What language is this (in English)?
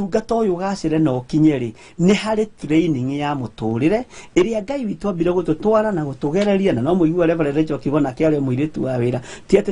Kikuyu